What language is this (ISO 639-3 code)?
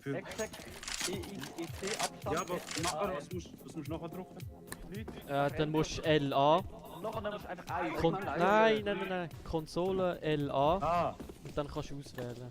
gsw